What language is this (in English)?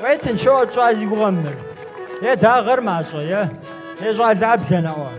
Kabardian